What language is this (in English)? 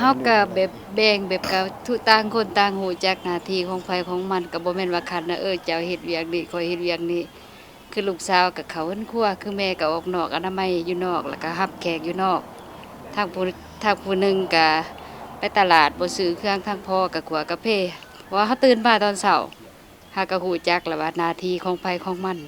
Lao